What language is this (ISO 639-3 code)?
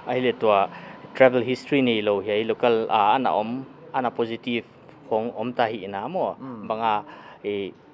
hmr